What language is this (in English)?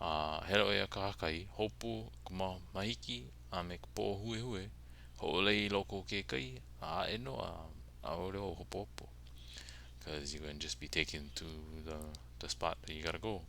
Hawaiian